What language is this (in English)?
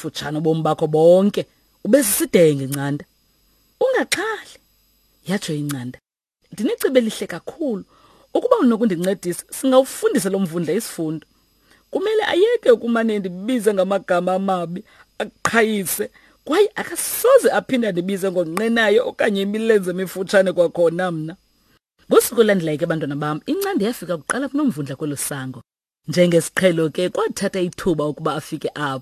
Xhosa